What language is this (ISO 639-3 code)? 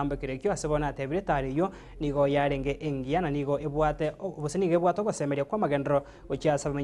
guz